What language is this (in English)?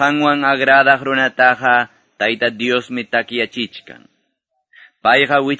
Quechua